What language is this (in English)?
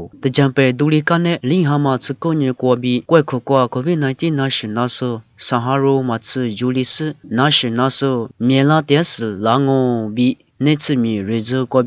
Lisu